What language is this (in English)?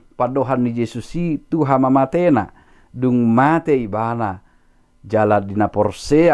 Batak Toba